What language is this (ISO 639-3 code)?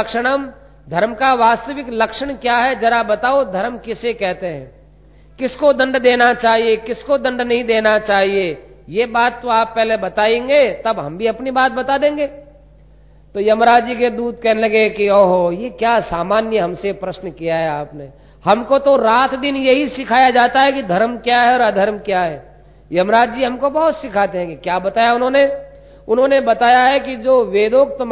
hin